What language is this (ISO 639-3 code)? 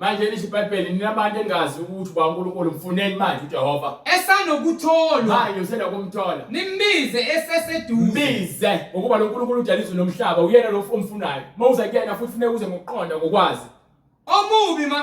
zul